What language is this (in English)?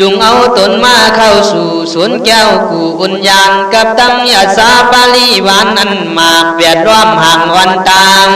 Khün